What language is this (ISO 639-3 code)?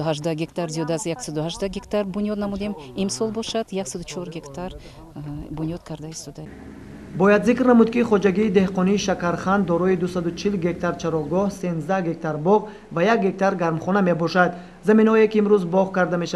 tgk